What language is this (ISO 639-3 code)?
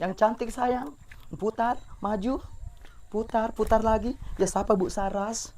bug